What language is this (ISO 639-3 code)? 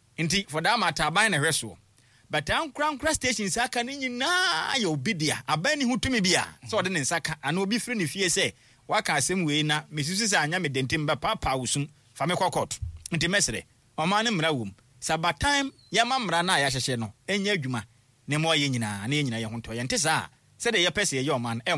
aka